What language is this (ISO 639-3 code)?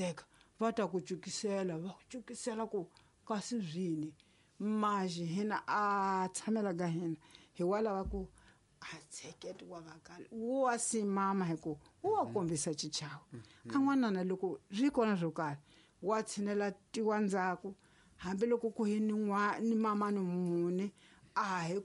tso